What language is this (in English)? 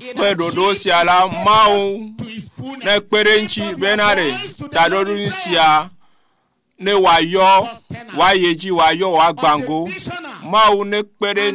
Ewe